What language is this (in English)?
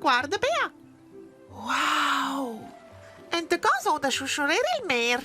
Romansh